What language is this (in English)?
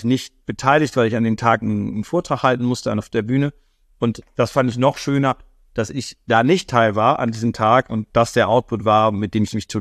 German